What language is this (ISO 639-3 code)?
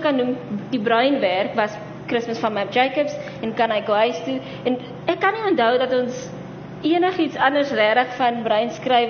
afr